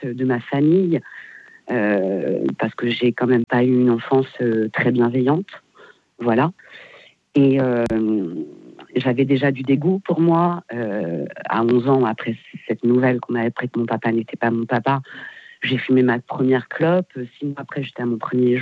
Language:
French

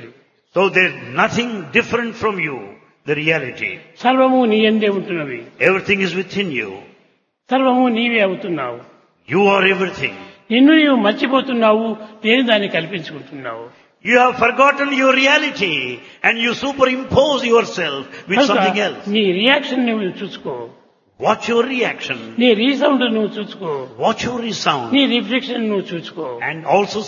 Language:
Telugu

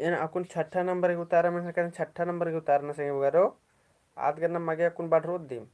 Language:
Kurukh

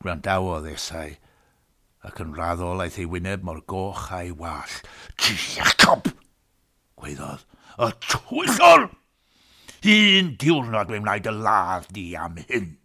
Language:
Welsh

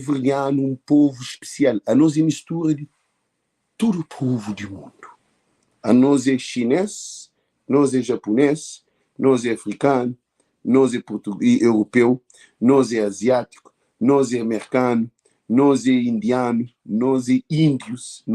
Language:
Kabuverdianu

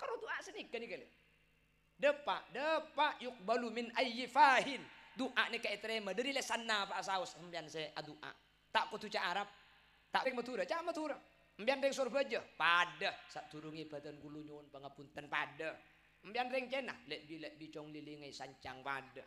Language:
Madurese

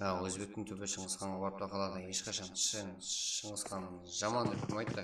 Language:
Kara-Kalpak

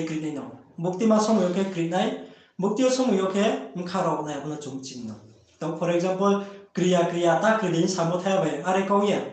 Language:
Riang (India)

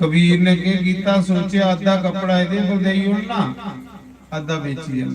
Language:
Dogri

